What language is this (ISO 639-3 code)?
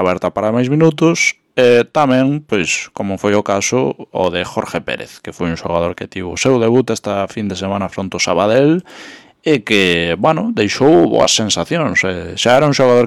glg